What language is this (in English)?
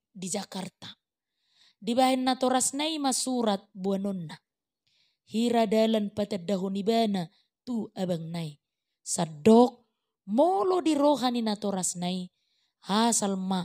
Batak Toba